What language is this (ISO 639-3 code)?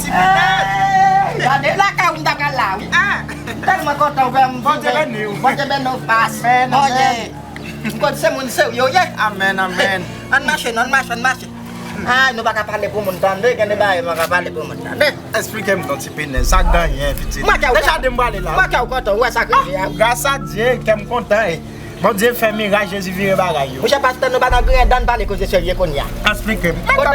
hat